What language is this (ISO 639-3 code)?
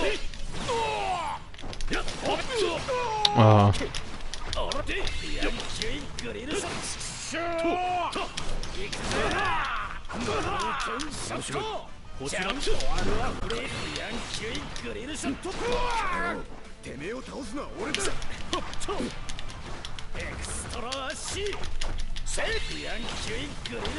jpn